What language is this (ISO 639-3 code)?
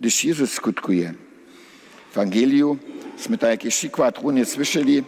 hsb